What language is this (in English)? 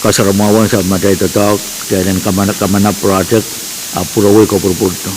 Pohnpeian